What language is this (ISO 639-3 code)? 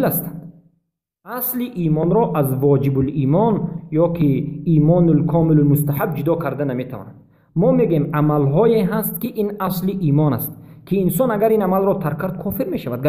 tgk